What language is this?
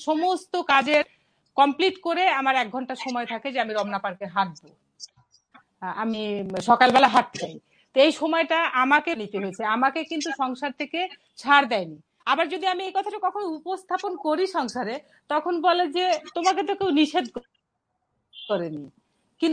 Bangla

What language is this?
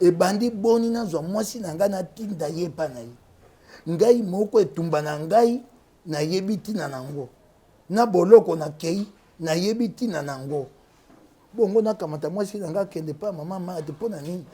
Lingala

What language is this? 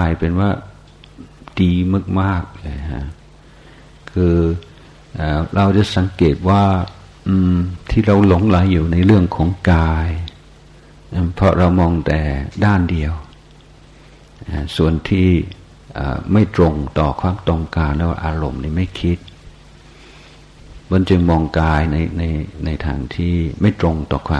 Thai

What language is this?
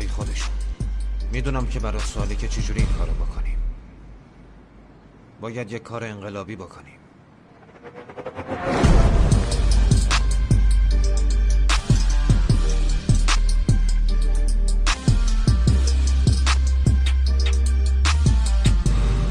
Persian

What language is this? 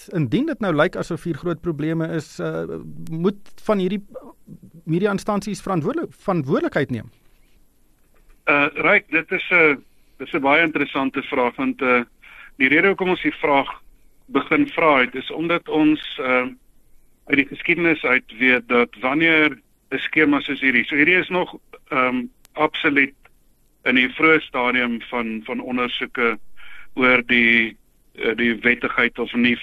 Afrikaans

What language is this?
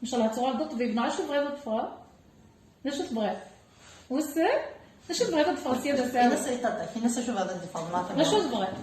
Kabyle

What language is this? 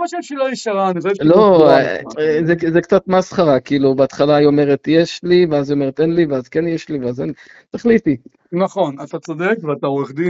Hebrew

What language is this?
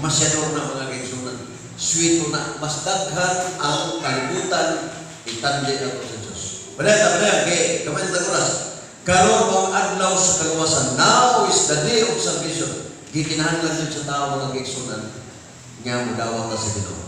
Cebuano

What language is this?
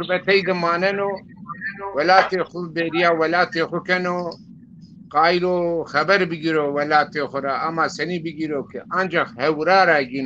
Zaza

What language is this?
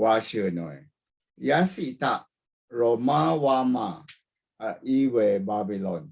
Rawang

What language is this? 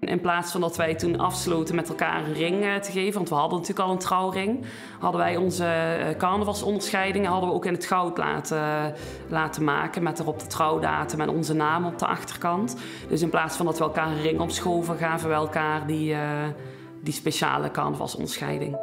Limburgish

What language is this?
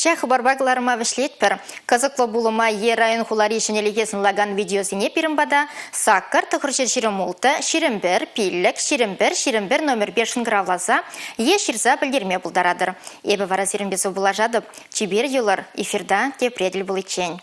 Chuvash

